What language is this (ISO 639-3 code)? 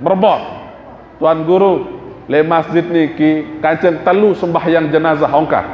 sas